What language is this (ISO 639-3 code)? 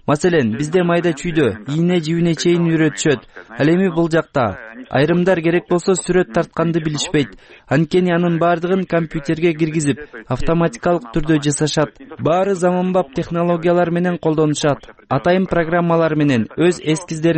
kir